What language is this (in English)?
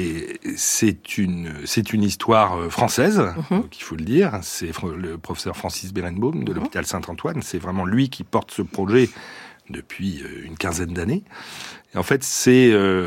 French